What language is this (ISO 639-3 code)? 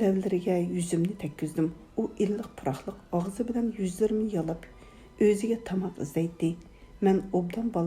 uig